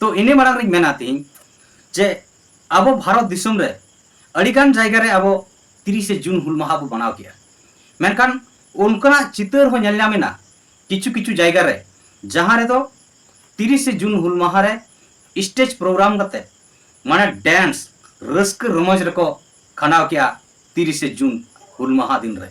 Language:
Santali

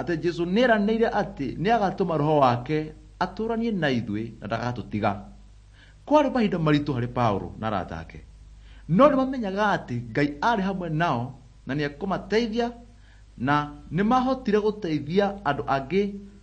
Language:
Kikuyu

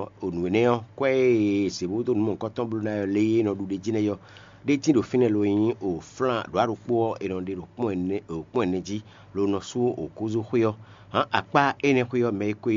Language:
Fon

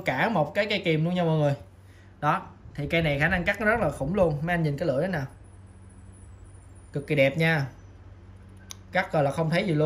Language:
Vietnamese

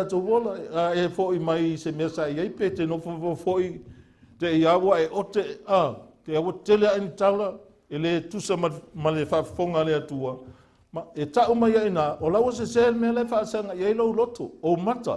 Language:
Samoan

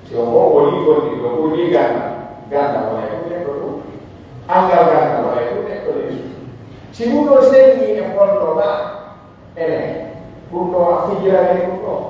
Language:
Pular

